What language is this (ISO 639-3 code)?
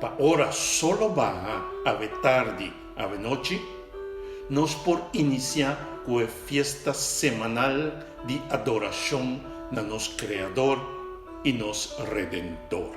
pap